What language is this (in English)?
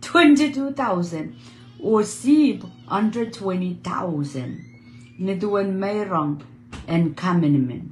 Pohnpeian